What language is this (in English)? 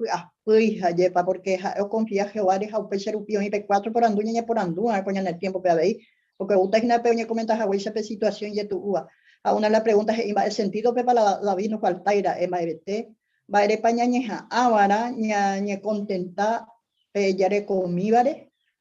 Guarani